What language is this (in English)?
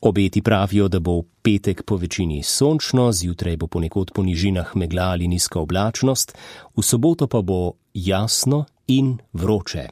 Slovenian